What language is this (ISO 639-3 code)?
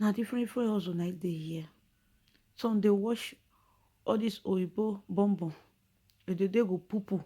pcm